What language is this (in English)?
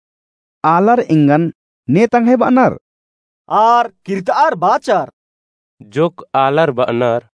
Kurukh